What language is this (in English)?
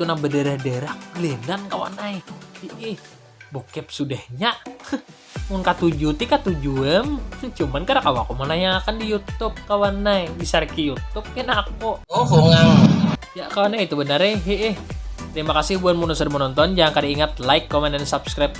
Banjar